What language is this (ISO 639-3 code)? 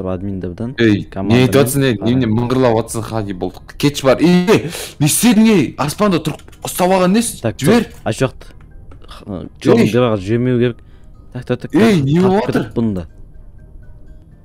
kaz